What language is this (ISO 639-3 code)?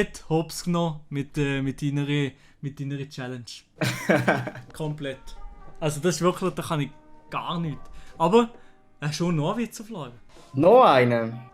gsw